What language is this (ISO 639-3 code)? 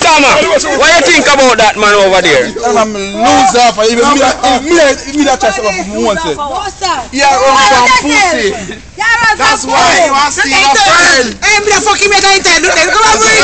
jam